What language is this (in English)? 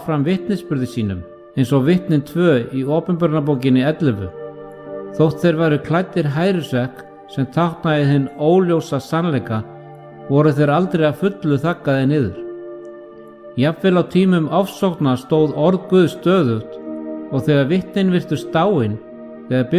Icelandic